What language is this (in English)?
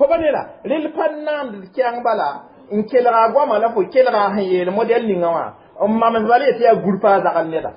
Mossi